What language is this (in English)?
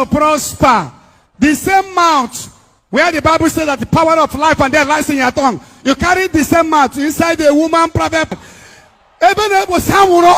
Nigerian Pidgin